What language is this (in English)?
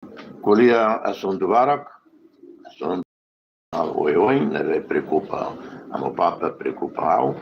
Tetum